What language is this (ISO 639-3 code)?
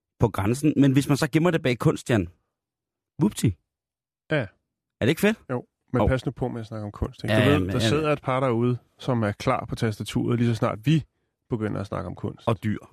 dan